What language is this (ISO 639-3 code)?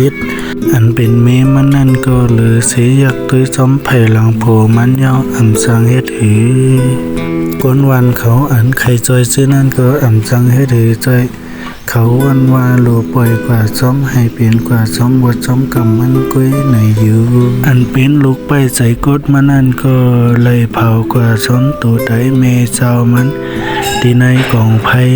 shn